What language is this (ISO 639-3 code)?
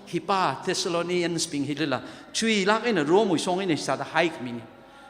nmf